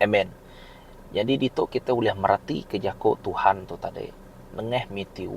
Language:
Iban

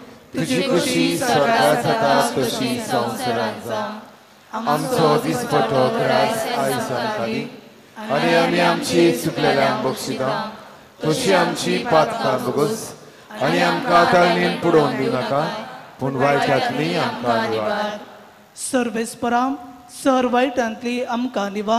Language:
Konkani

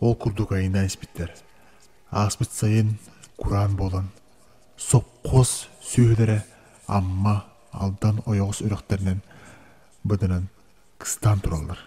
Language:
Yakut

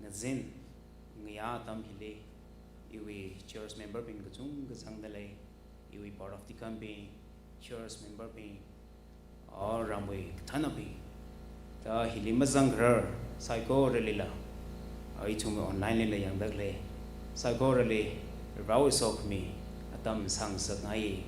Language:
Tangkhul Naga (India)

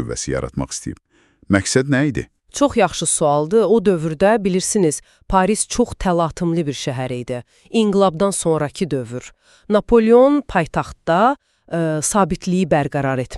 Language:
Azerbaijani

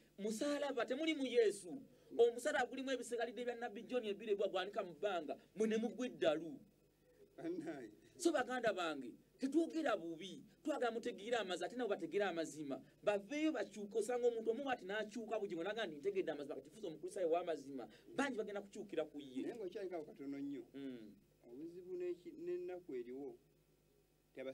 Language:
Ganda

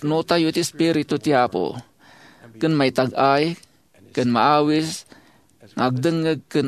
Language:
Iloko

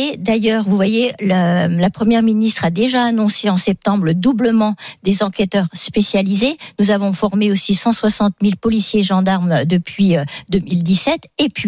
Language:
French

